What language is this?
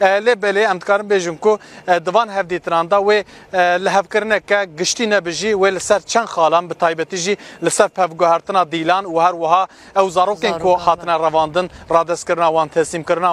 Kurdish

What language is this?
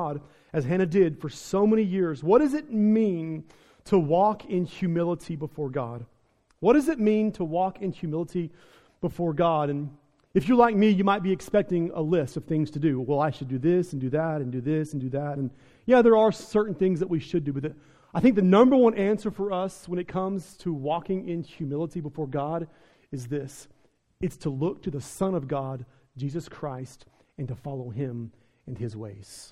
English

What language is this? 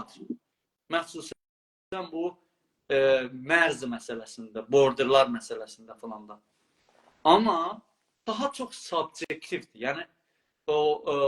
South Azerbaijani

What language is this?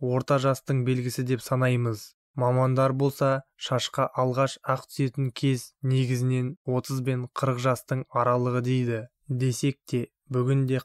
Kazakh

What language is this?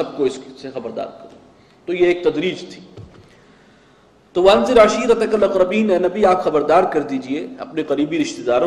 Urdu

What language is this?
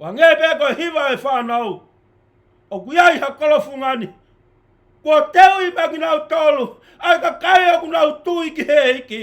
Tongan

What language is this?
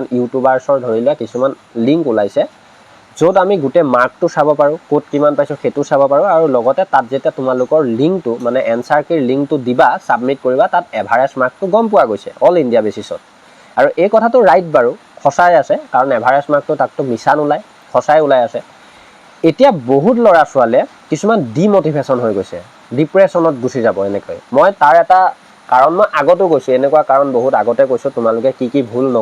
Assamese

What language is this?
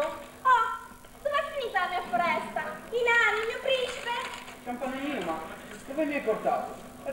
Italian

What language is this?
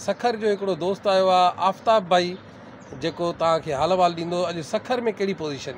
Sindhi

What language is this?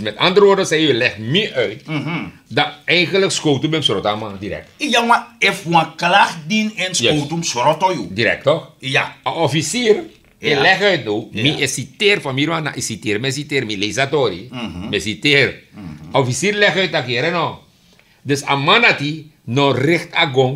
Sranan Tongo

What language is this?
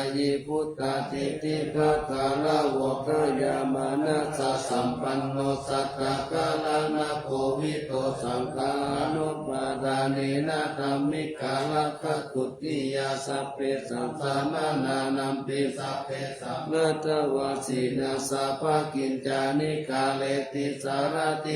Pali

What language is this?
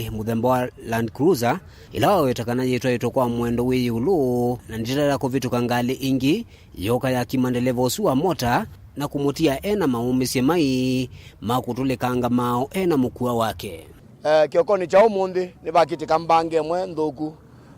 Kamba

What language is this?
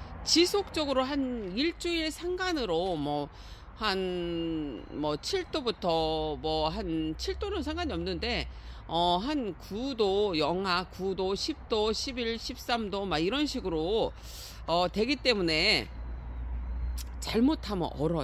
Korean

